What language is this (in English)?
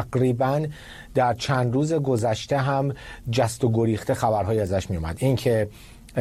Persian